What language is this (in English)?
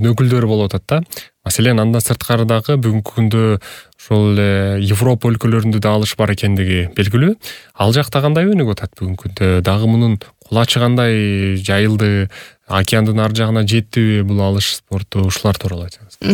Kyrgyz